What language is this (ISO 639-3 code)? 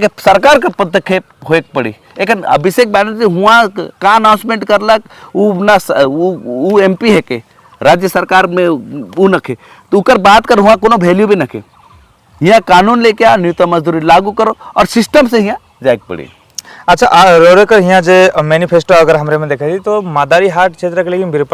sck